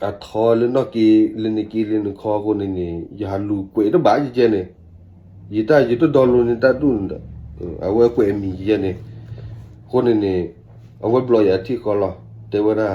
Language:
S'gaw Karen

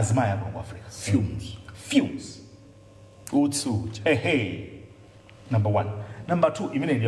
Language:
Nyanja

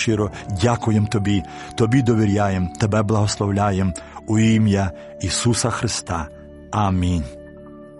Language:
Ukrainian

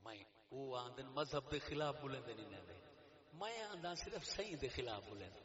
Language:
Saraiki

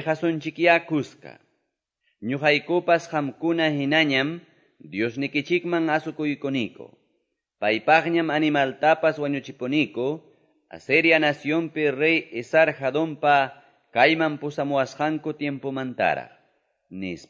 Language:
Quechua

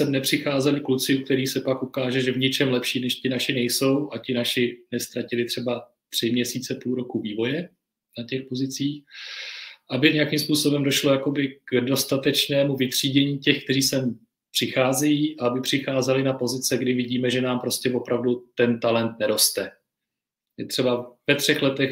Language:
Czech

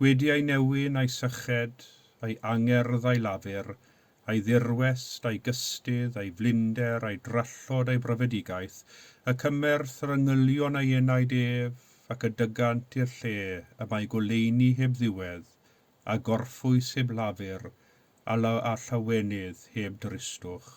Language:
Welsh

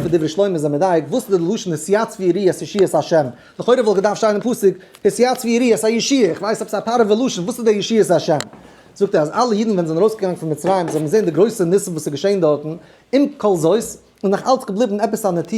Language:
Yiddish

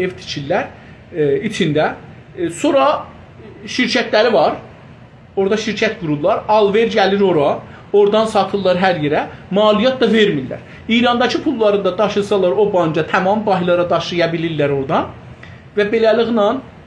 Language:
South Azerbaijani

